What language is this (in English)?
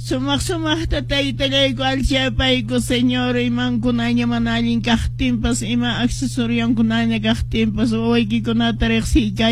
Quechua